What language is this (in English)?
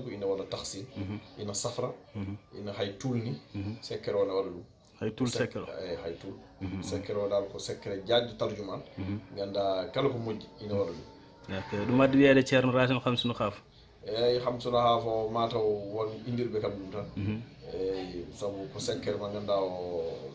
Fula